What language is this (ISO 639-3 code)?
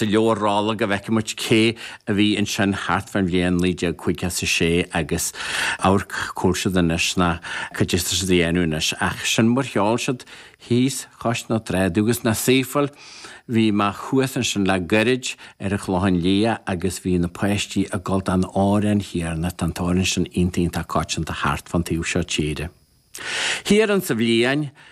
gle